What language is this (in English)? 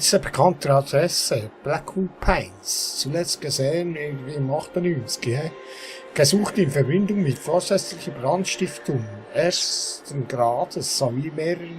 Swiss German